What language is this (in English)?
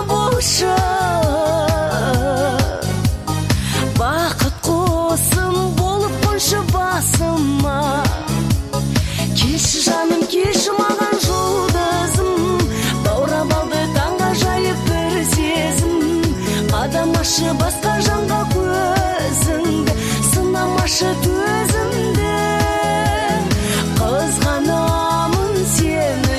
Kazakh